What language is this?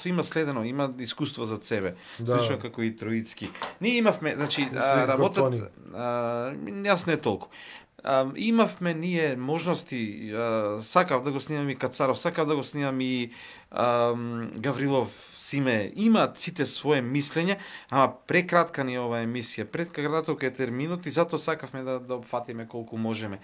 Macedonian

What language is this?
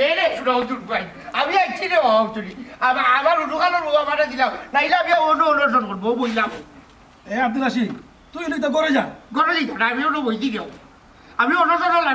Sylheti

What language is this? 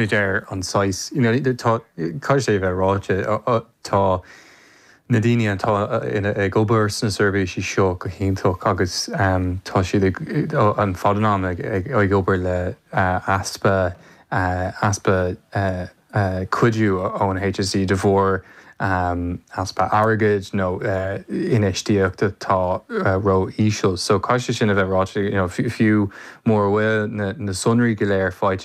Irish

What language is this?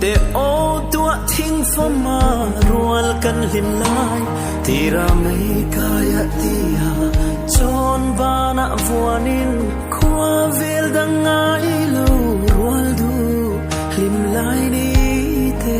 Hmar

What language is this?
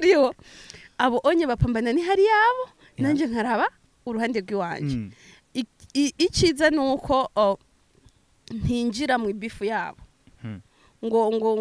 Rundi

